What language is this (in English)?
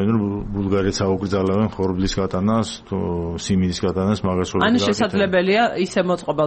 Georgian